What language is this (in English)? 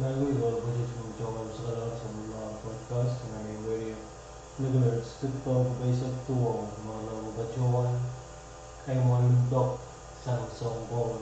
Pohnpeian